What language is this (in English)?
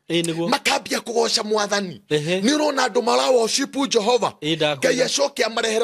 Kikuyu